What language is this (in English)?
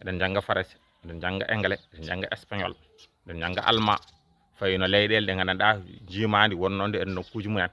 Fula